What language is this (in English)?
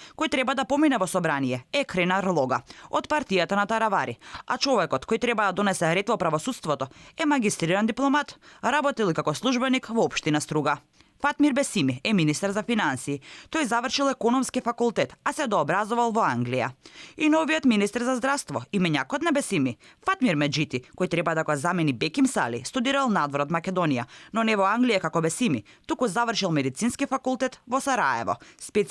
Macedonian